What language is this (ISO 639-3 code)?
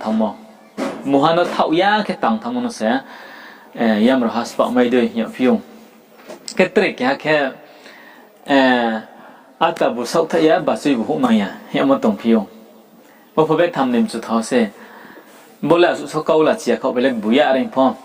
ria